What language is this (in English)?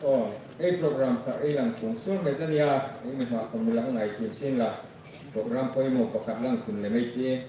Hmar